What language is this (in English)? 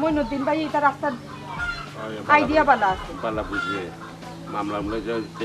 Sylheti